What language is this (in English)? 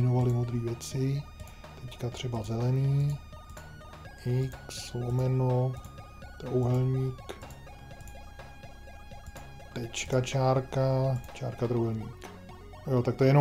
Czech